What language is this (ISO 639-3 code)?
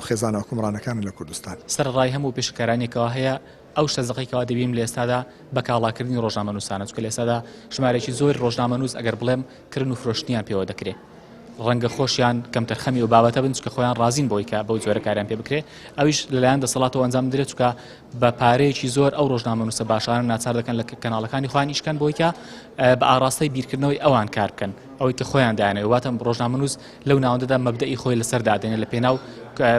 ckb